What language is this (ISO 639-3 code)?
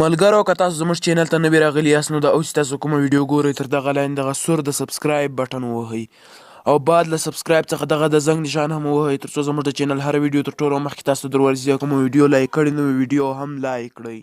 pus